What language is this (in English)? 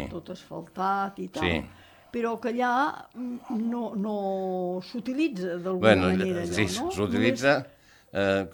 Catalan